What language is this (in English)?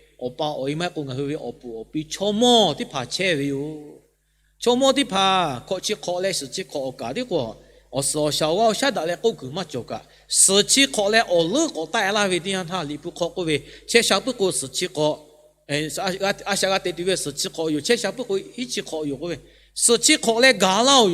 Lahu